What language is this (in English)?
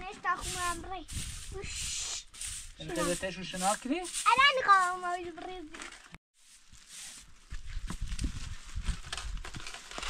Persian